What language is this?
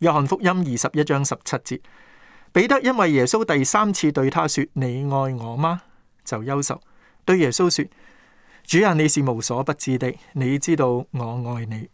Cantonese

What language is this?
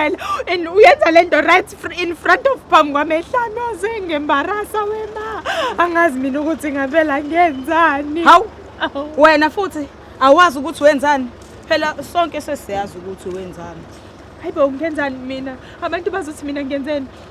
Zulu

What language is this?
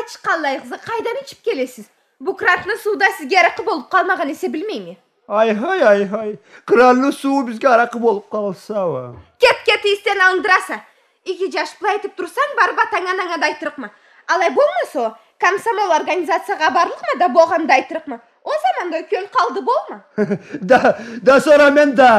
Karachay-Balkar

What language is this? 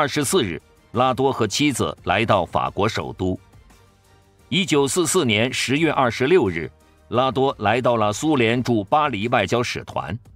Chinese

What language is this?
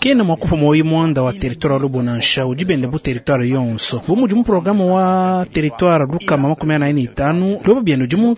Luba-Lulua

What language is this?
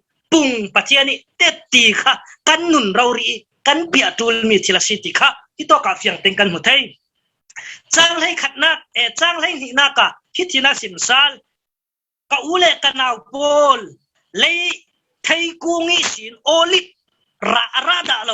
Falam Chin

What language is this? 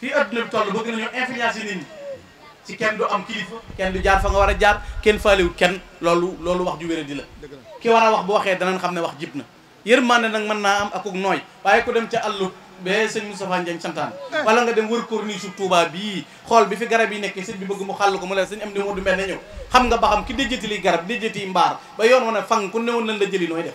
Wolof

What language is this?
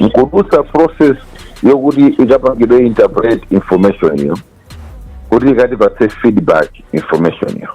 Nyanja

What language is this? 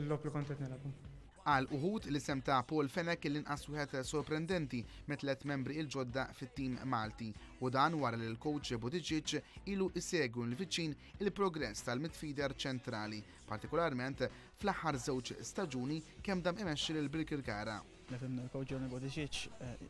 Maltese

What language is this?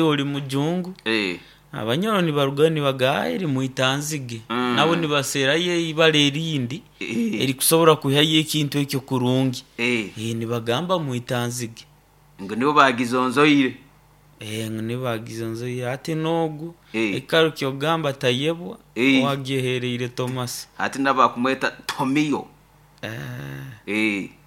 Nyoro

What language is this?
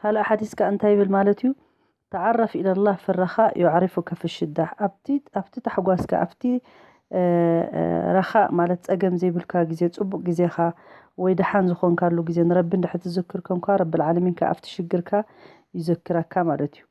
Tigrinya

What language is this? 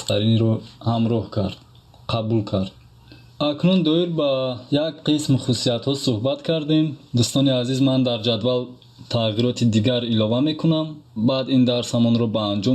Tajik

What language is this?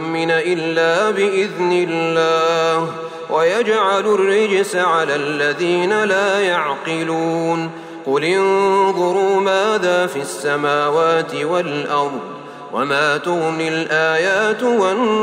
Arabic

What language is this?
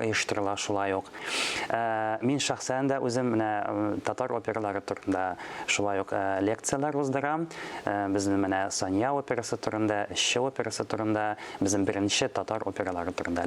Tatar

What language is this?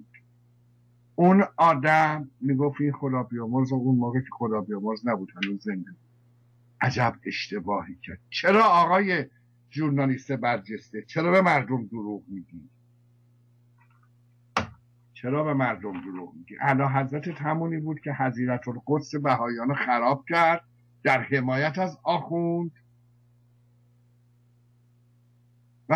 Persian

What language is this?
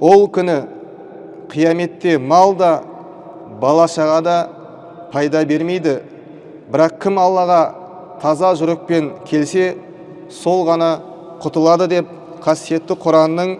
Kazakh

